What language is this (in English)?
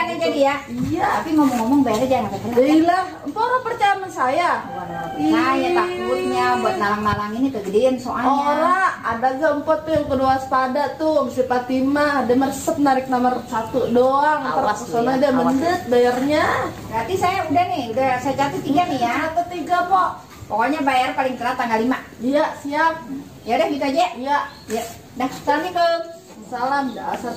Betawi